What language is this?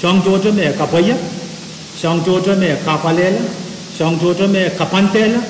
Pohnpeian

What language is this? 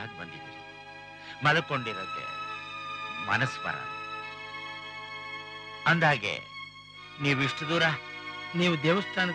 Kannada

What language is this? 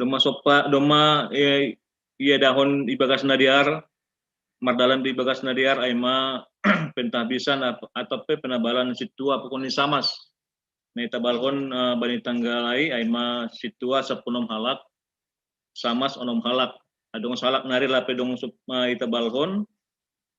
Batak Simalungun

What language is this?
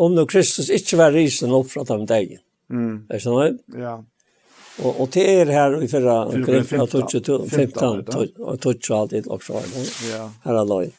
Faroese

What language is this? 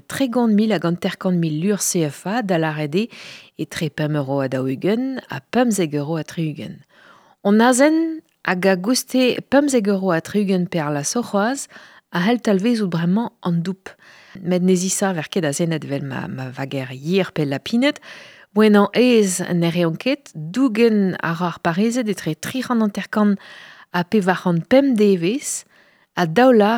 Breton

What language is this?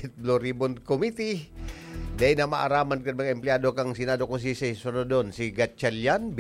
Bikol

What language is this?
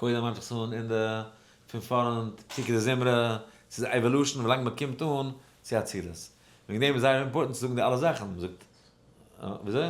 Yiddish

